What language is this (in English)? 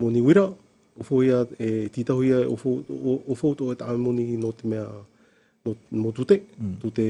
Tahitian